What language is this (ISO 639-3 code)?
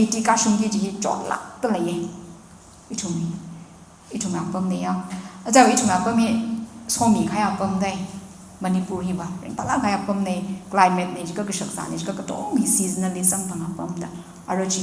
nmf